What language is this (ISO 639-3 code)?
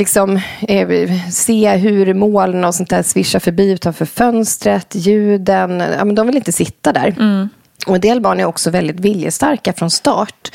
swe